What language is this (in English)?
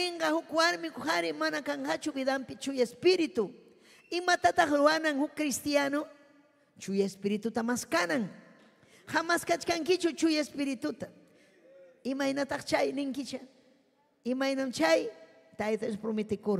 Ayacucho Quechua